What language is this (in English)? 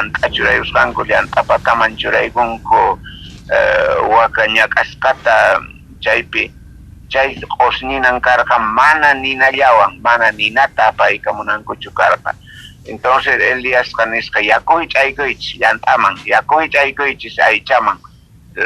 South Bolivian Quechua